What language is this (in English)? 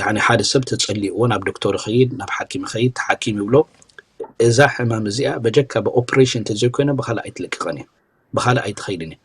Tigrinya